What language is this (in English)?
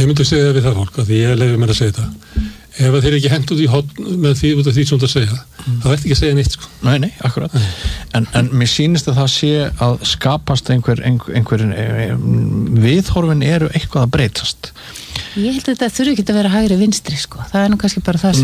Icelandic